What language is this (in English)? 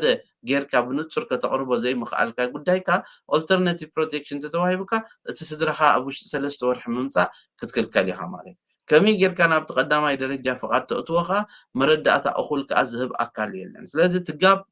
Tigrinya